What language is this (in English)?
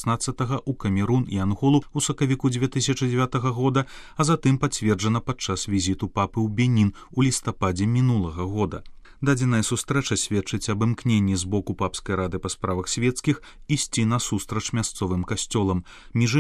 Belarusian